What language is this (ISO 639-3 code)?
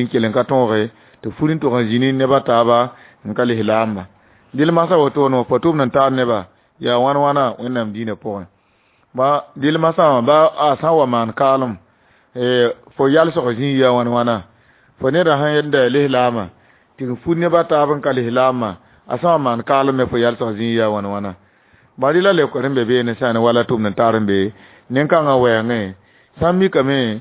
mos